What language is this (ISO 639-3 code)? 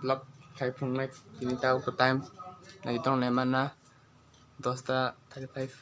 trp